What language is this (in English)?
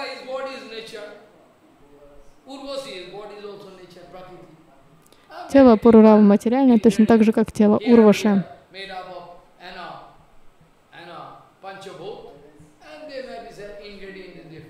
Russian